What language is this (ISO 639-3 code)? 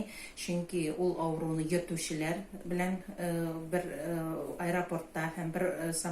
tat